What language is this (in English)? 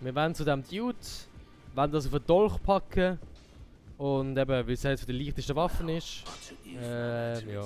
Swiss German